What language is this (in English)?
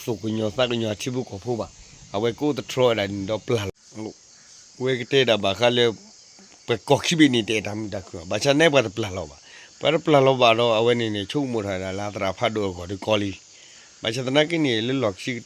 S'gaw Karen